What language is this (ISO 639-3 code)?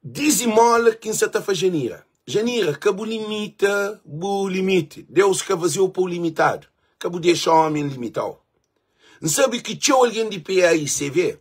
kea